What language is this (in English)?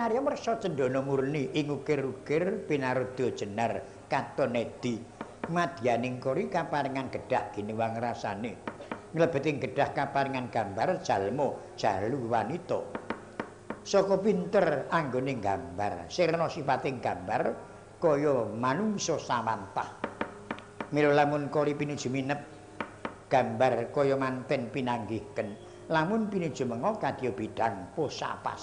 Javanese